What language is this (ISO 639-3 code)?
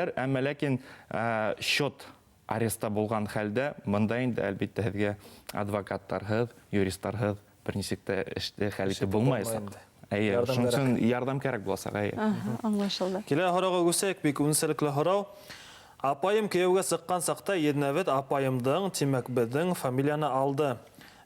bak